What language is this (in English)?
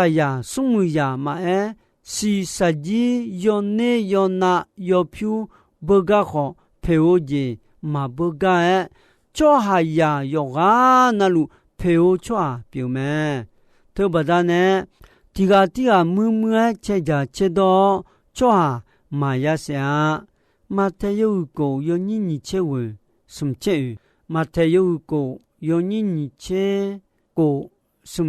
Akha